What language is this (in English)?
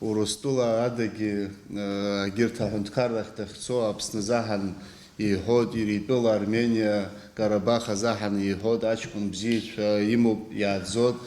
Abkhazian